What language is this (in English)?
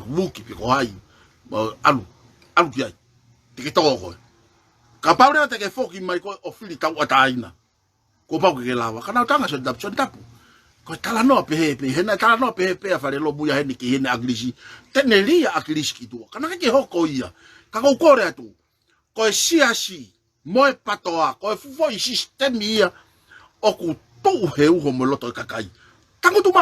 Tongan